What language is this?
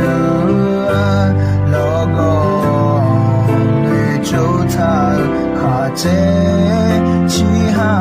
Akha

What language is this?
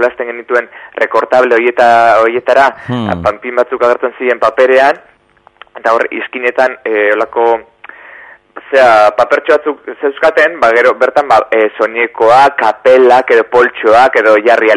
Basque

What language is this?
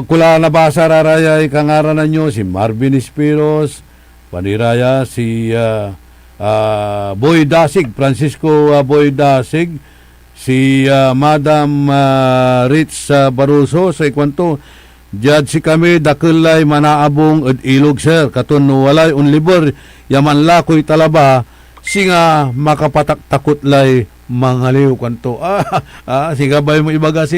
Pangasinan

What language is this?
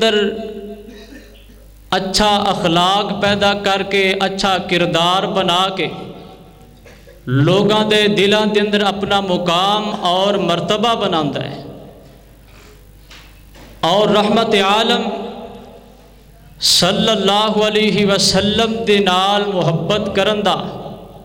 Western Panjabi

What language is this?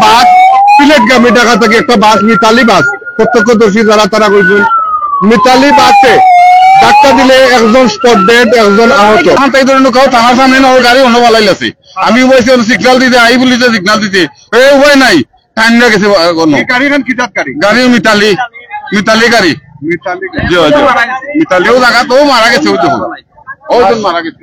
Sylheti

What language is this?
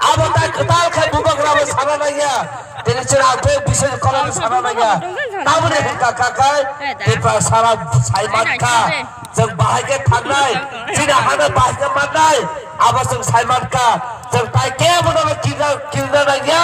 Kok Borok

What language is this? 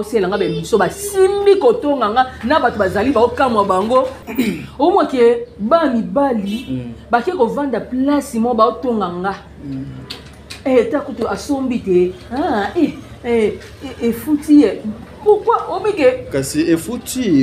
Lingala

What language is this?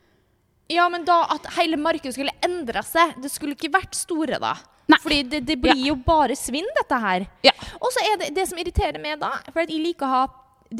Norwegian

